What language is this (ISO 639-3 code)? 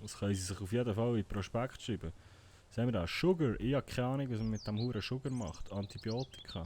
gsw